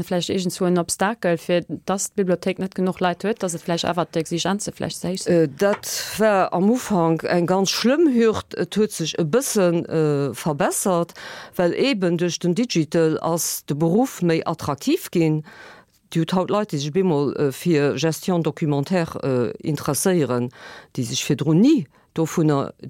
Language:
Luxembourgish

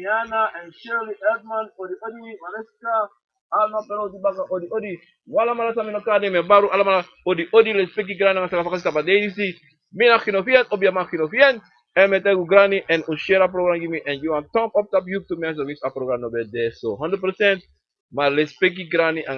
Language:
Sranan Tongo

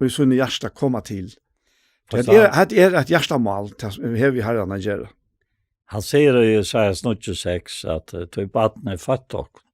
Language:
Faroese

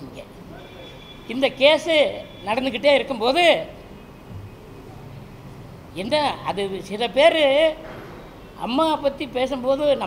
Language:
Tamil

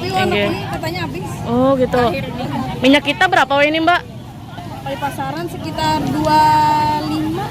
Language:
Banjar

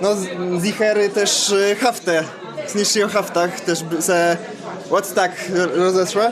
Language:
Kashubian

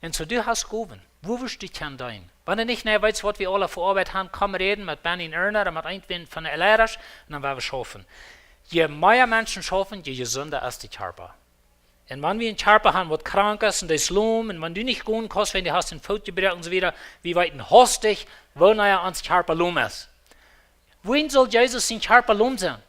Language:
Plautdietsch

